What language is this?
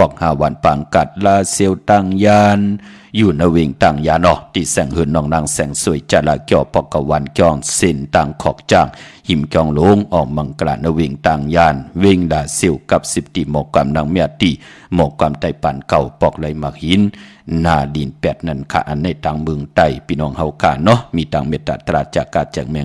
Shan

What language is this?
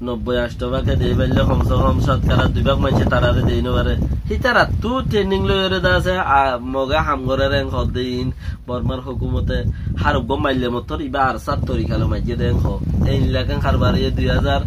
Rohingya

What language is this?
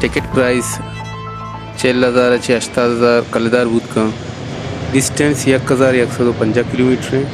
Baluchi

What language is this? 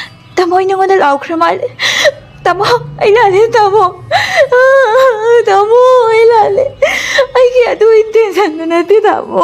Manipuri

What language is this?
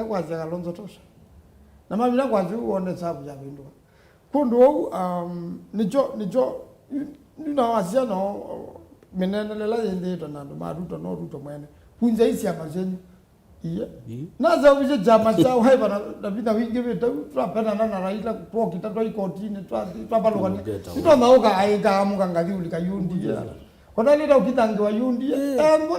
Kamba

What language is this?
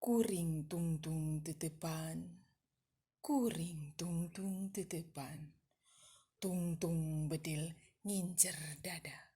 Sundanese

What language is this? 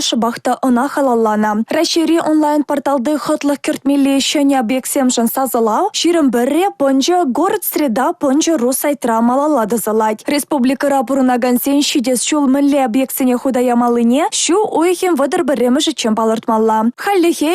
Chuvash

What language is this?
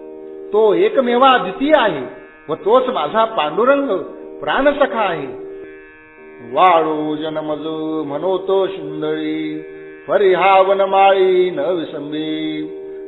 Marathi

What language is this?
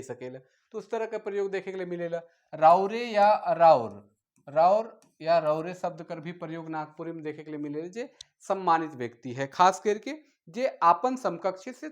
Sadri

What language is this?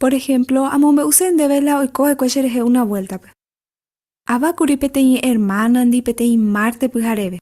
Guarani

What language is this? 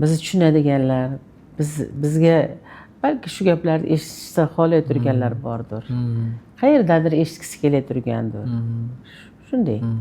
Uzbek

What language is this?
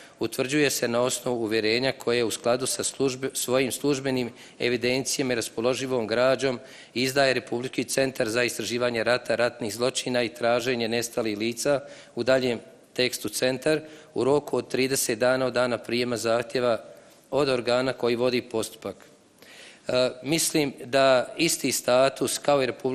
Bosnian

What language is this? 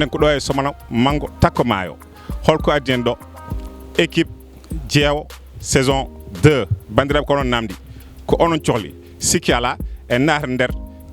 Fula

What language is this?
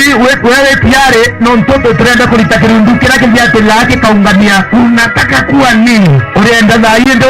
Meru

